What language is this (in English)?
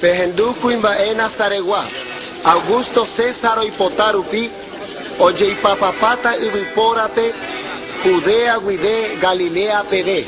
Guarani